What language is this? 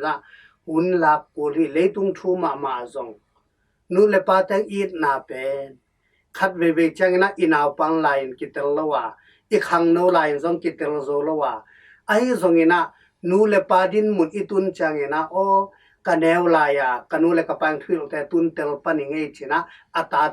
Tedim Chin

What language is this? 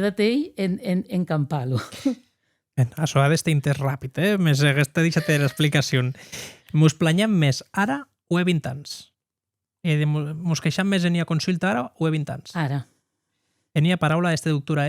Occitan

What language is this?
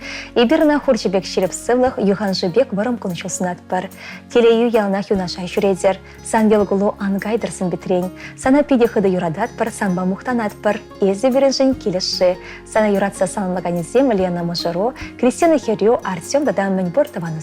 Chuvash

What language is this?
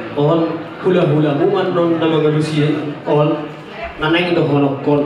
Batak Toba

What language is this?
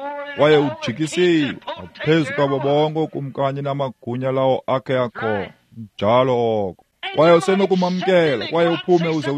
Xhosa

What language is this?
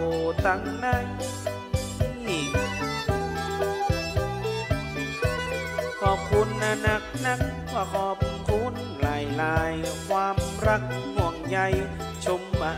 Thai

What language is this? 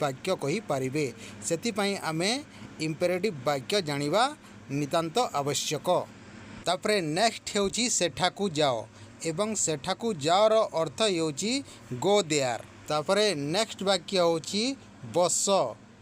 Odia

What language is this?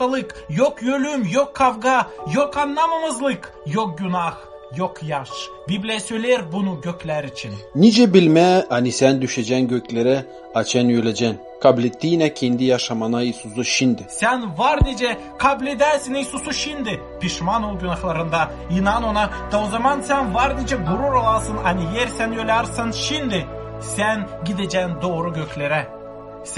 Gagauz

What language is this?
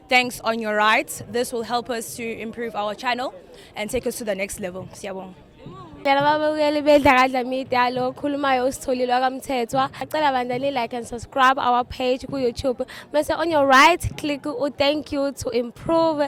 Zulu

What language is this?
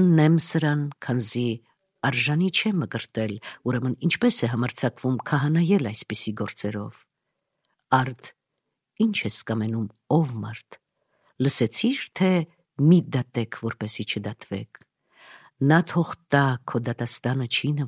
Armenian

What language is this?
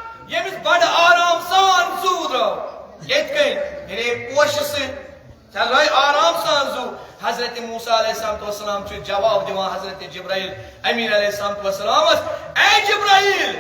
Kashmiri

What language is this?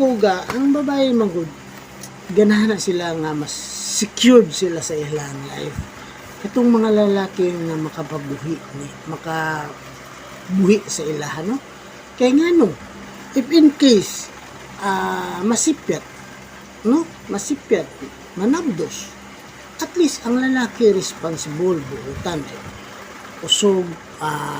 Cebuano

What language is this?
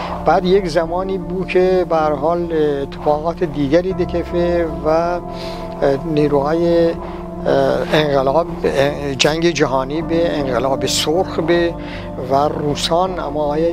Gilaki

